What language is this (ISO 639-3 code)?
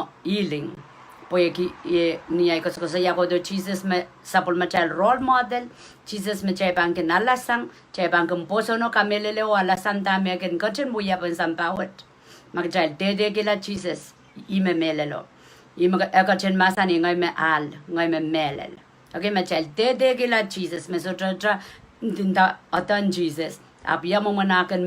pon